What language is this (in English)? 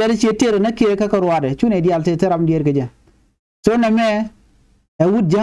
Nuer